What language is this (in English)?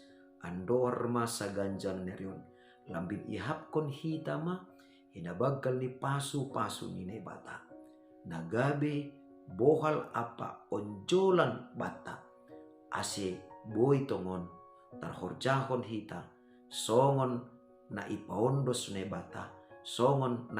Batak Simalungun